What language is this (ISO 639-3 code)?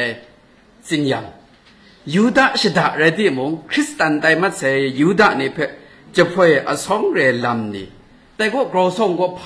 kac